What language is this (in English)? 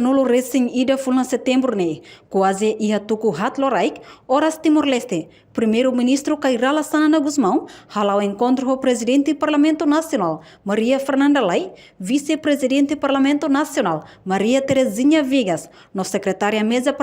Tetum